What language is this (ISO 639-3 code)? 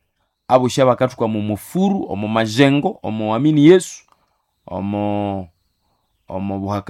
nnb